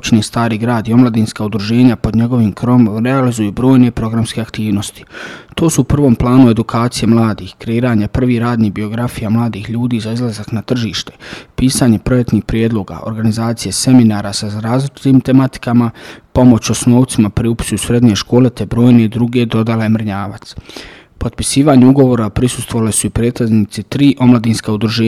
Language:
Bosnian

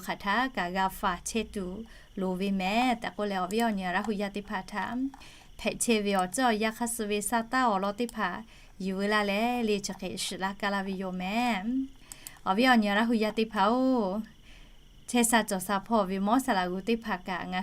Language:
Lahu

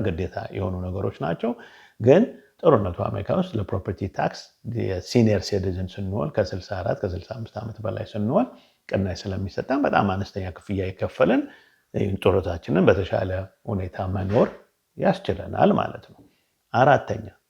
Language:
Amharic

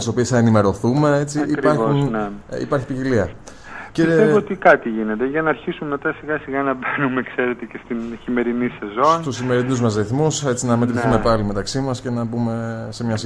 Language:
Greek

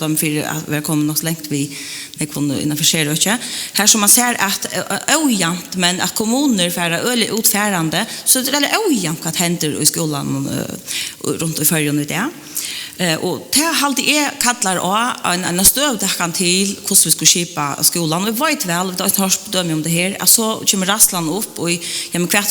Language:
Faroese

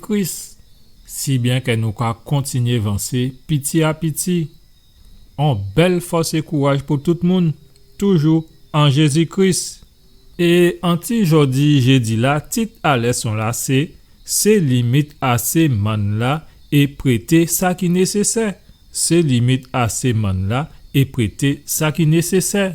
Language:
Guadeloupean Creole French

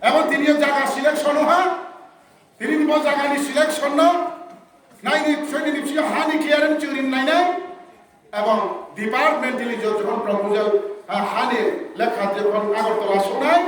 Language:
Riang (India)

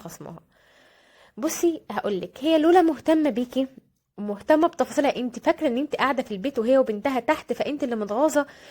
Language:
Egyptian Arabic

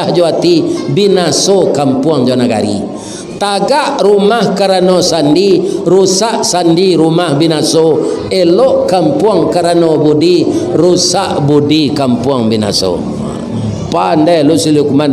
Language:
Minangkabau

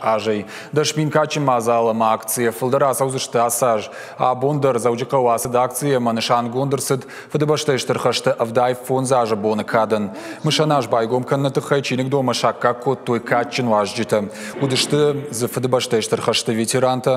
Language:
Ossetic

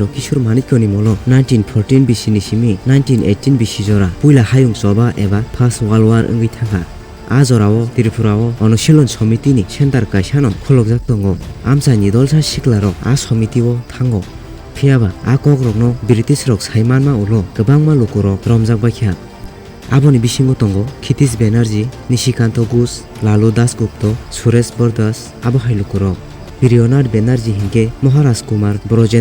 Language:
Kok Borok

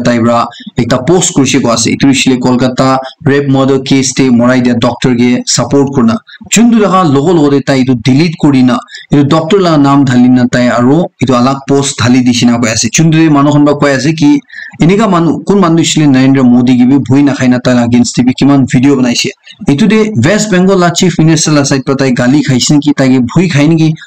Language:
Naga Pidgin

